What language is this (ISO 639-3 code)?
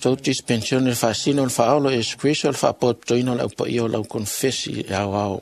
smo